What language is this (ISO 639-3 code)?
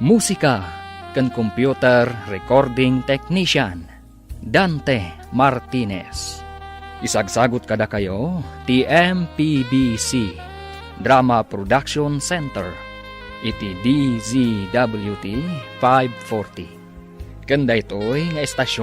ilo